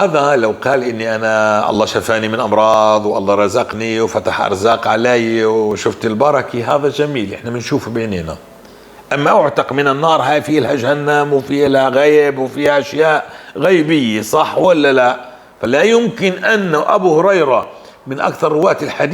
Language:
North Levantine Arabic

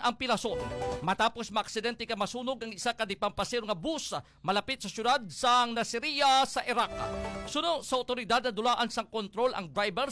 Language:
Hiligaynon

